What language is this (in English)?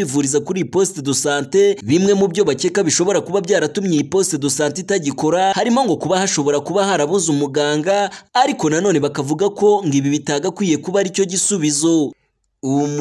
Kinyarwanda